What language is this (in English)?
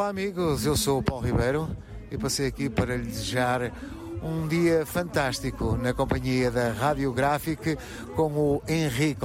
Portuguese